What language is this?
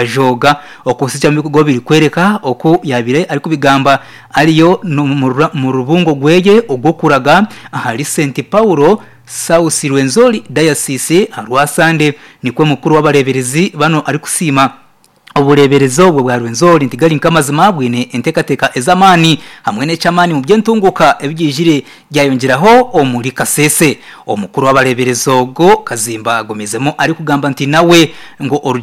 Nyankole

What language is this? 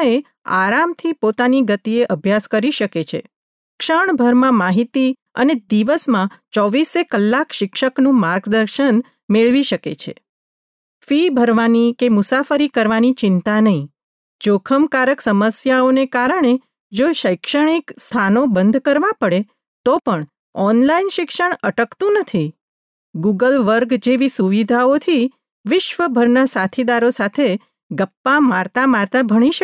Gujarati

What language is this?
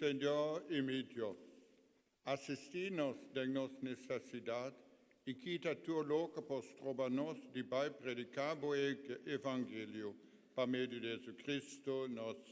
Papiamento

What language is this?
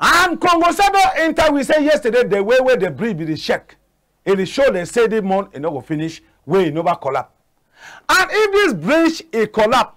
Cameroon Pidgin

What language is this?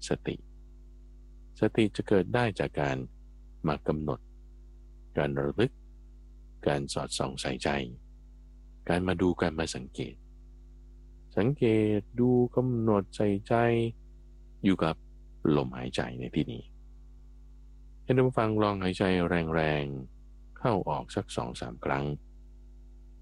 Thai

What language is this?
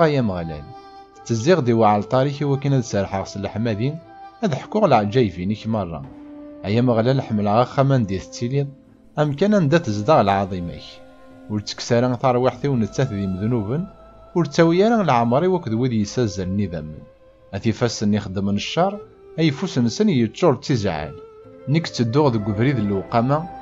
Kabyle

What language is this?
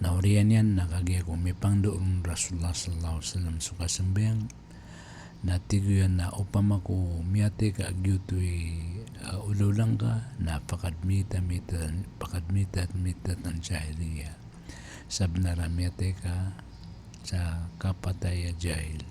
Maranao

